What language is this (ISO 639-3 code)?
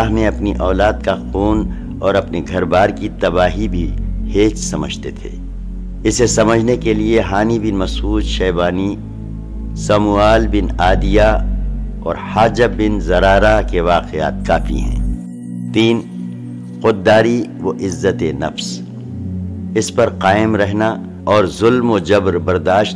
urd